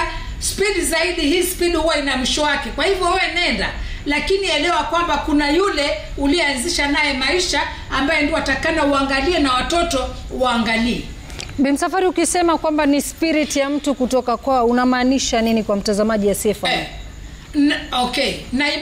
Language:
Swahili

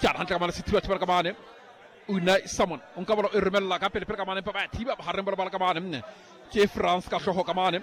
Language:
Southern Sotho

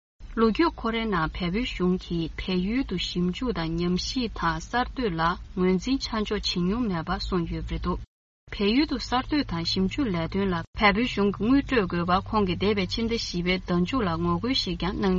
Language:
Tibetan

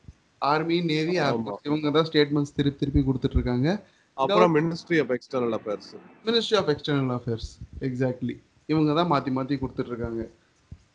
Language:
Tamil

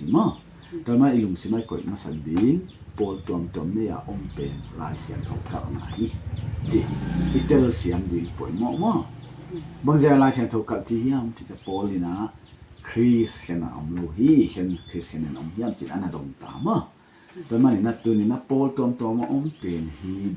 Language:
Paite Chin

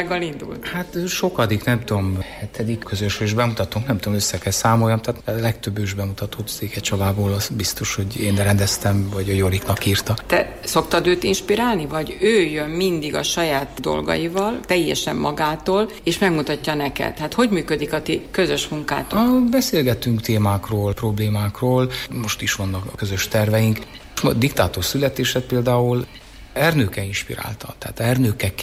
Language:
Hungarian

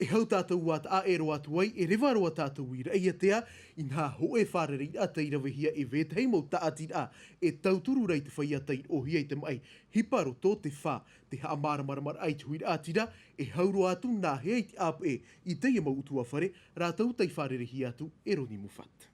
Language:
Tahitian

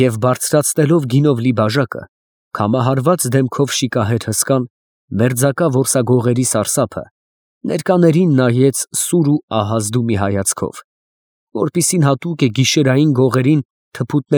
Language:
Armenian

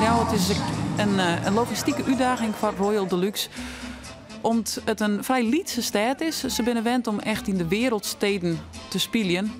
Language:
Western Frisian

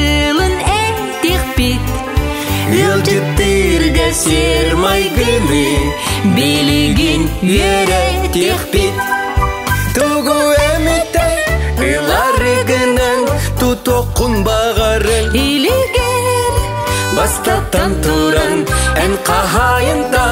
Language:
Yakut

